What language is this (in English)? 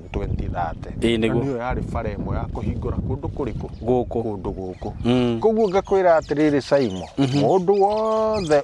Kikuyu